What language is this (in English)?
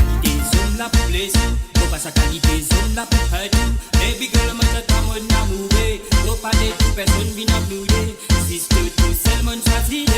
Morisyen